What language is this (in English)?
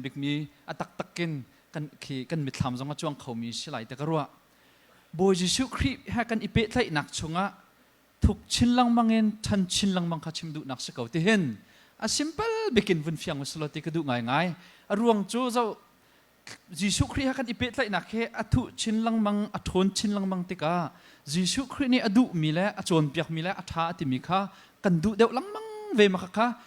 Hakha Chin